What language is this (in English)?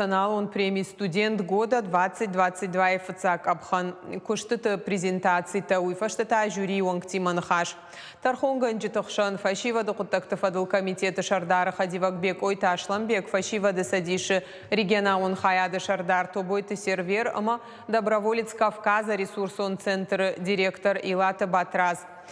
Ossetic